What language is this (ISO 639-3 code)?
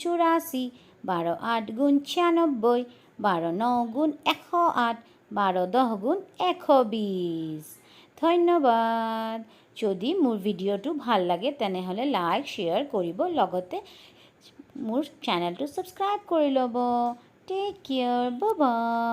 asm